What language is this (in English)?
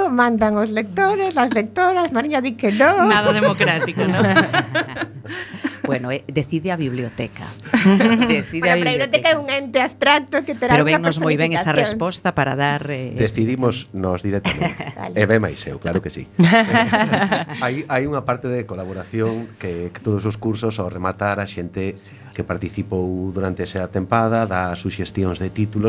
Galician